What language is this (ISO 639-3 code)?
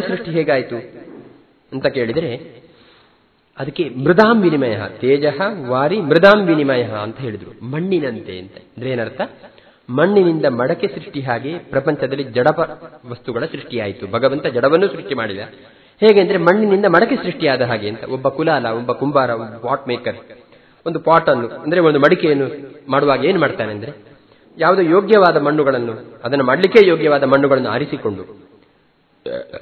kan